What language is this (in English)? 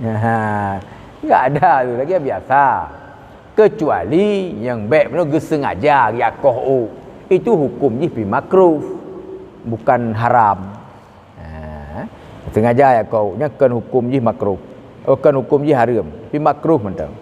Achinese